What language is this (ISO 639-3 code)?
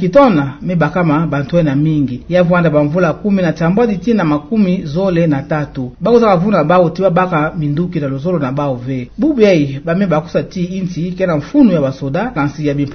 ktu